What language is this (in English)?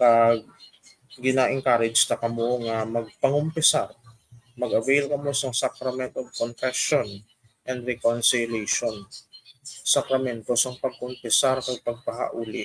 Hiligaynon